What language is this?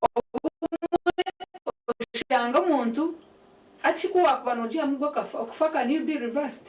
Nyankole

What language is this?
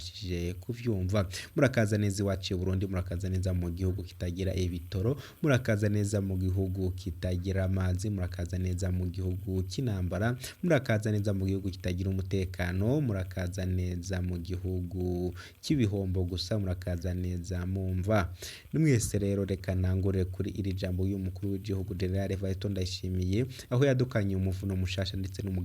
Rundi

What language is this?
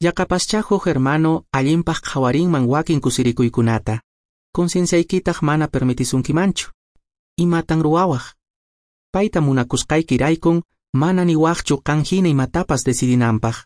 Quechua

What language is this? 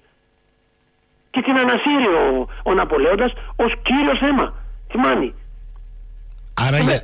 Greek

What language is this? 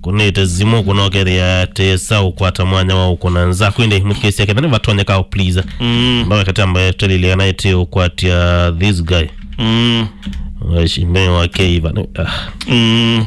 Kamba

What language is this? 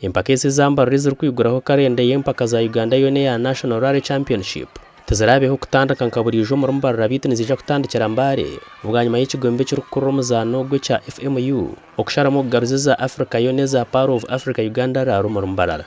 Nyankole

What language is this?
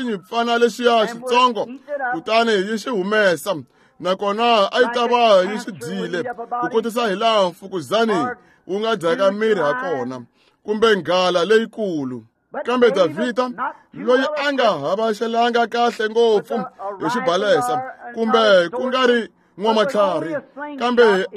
Tsonga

